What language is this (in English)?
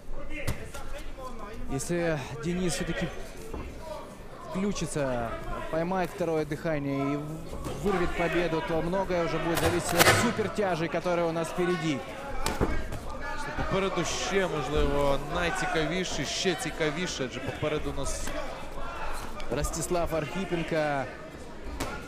Ukrainian